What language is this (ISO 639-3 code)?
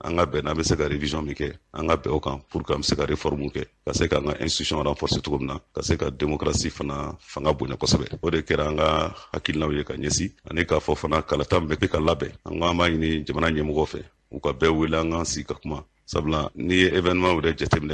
bam